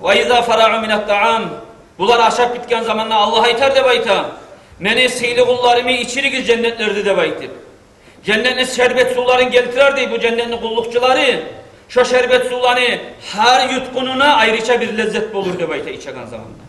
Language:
Kumyk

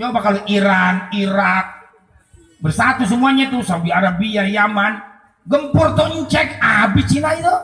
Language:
Betawi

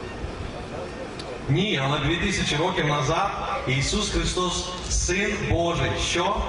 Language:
Ukrainian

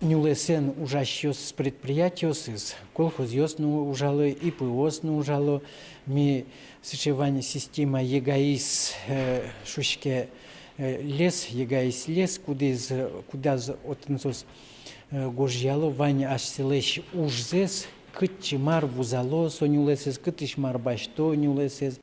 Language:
Udmurt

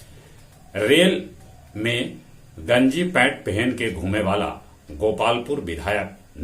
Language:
Magahi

